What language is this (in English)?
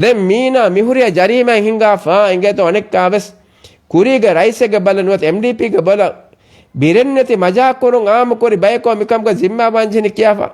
Divehi